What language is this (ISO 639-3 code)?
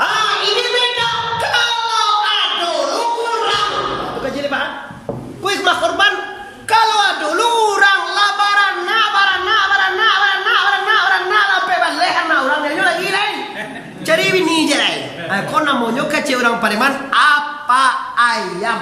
min